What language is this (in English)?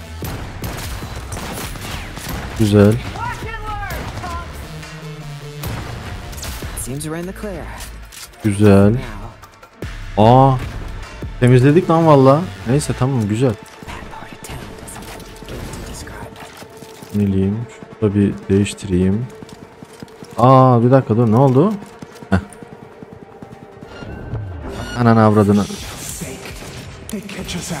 Turkish